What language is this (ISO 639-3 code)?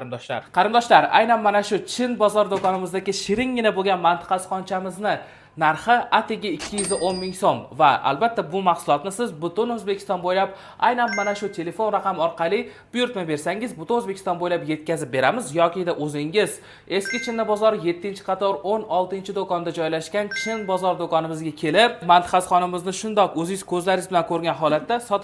uzb